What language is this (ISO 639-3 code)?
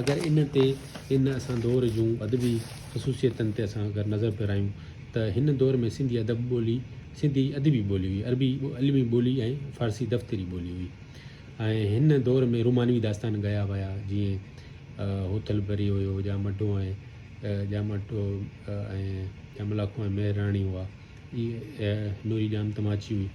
snd